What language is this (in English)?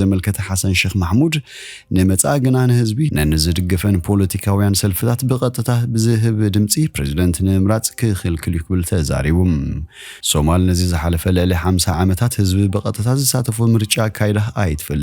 Tigrinya